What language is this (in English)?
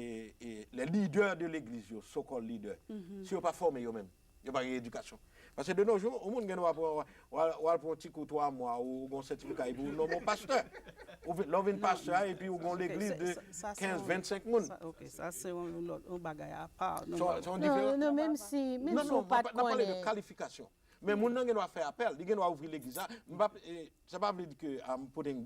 Haitian Creole